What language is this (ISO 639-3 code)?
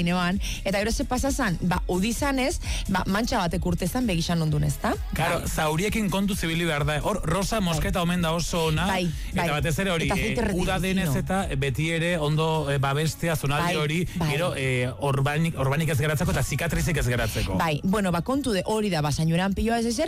eus